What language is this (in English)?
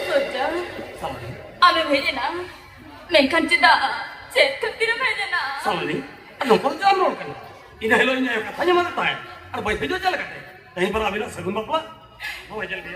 Santali